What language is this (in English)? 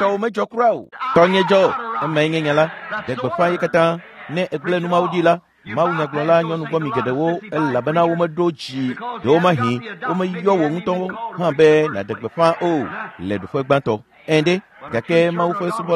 Ewe